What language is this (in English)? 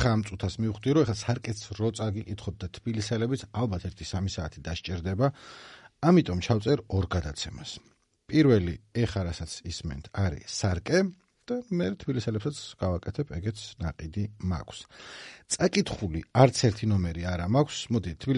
Georgian